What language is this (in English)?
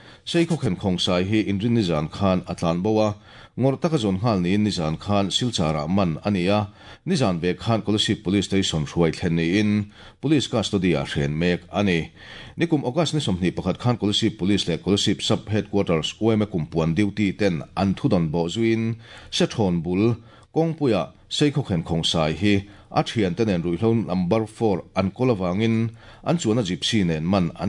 Mizo